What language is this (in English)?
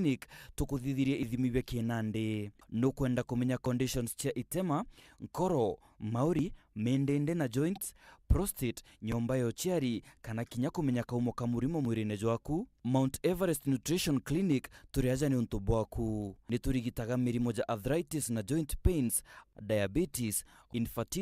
Meru